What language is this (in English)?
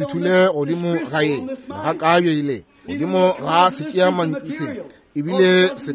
Northern Sotho